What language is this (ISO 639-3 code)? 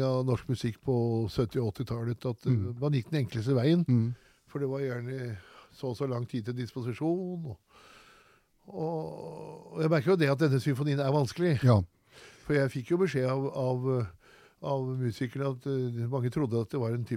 nor